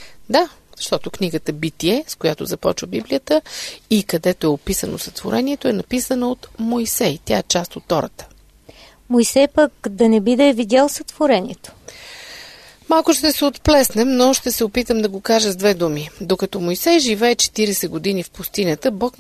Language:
Bulgarian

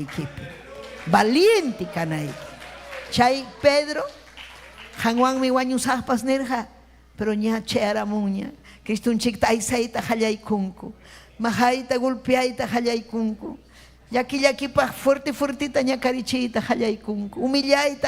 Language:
Ayacucho Quechua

